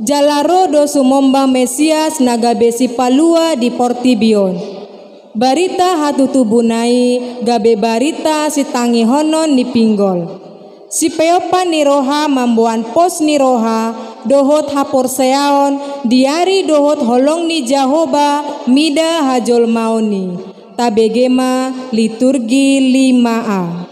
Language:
Batak Toba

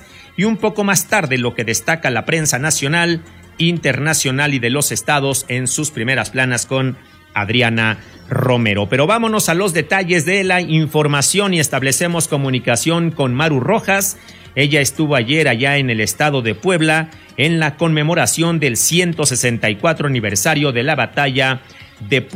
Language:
Spanish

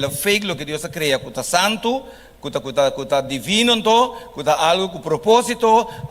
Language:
Papiamento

